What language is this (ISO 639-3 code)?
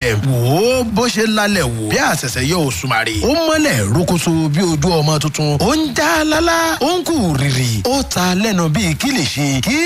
yor